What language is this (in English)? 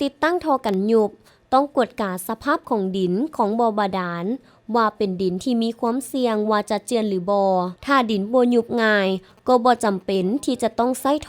Lao